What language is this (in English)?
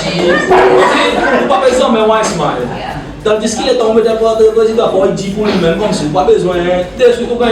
Seselwa Creole French